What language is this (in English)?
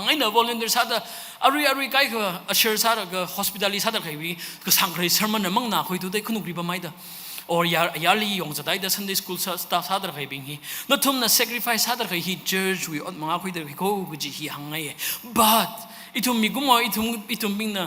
Tangkhul Naga (India)